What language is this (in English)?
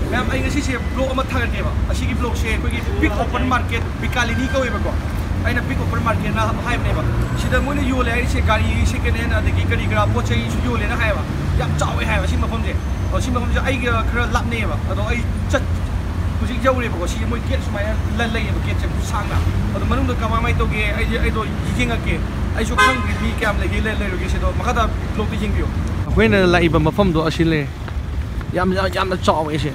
Manipuri